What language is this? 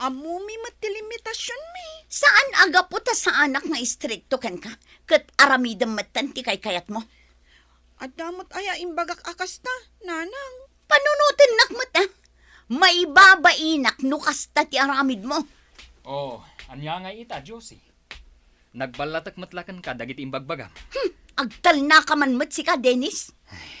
Iloko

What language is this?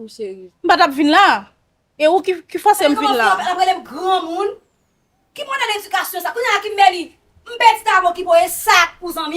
Haitian Creole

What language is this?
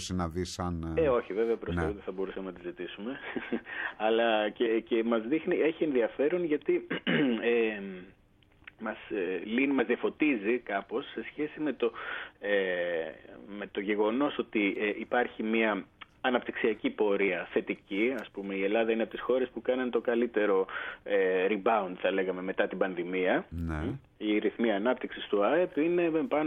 Greek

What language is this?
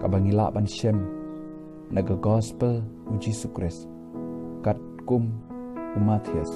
Khasi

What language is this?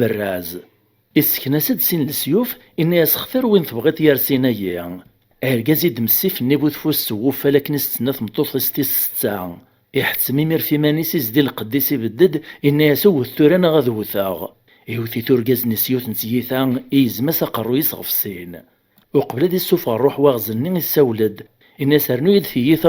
Kabyle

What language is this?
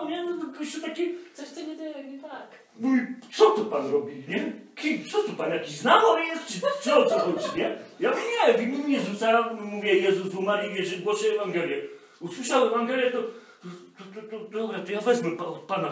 Polish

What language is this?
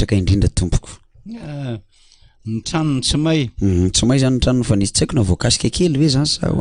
Malagasy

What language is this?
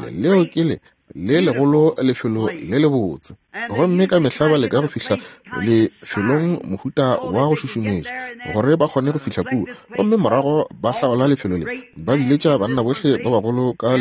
Northern Sotho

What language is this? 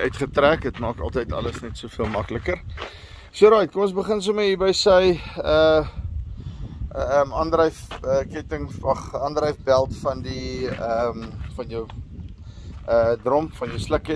Afrikaans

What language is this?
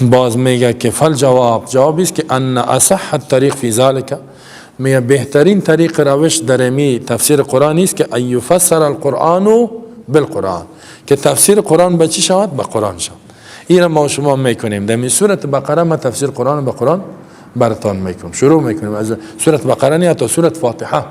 Persian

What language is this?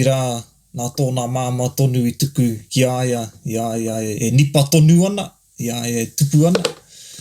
Māori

